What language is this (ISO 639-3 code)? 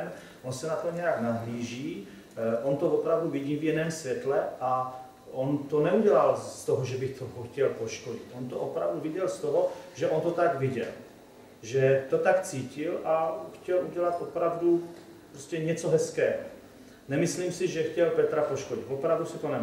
ces